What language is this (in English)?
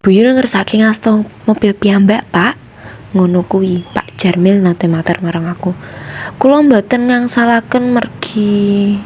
Javanese